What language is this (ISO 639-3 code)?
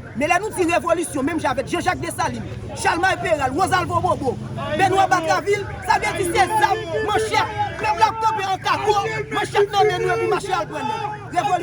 hat